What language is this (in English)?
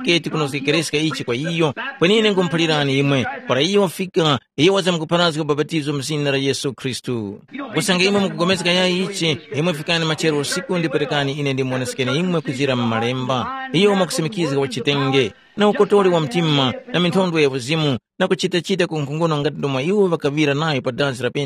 Tumbuka